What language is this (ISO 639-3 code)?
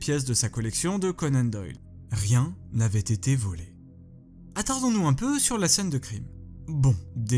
fra